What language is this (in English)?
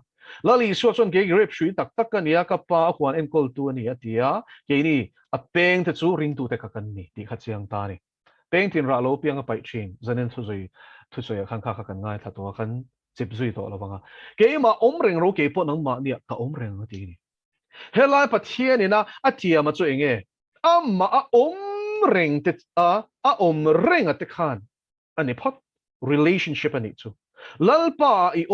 Mizo